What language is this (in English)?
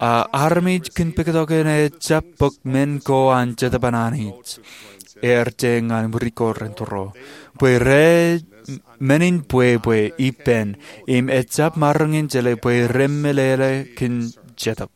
Marshallese